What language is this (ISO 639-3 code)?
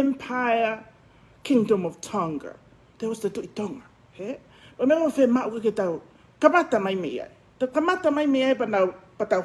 ton